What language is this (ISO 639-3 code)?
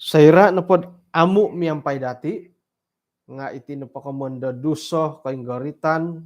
dtp